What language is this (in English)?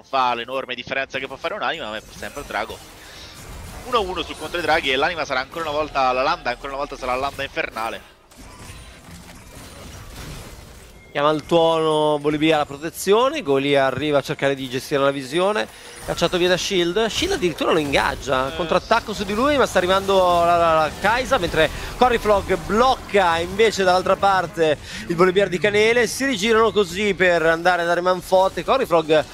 Italian